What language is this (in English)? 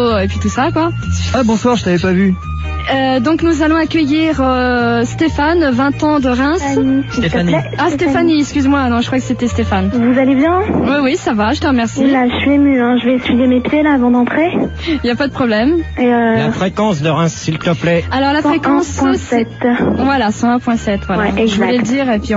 French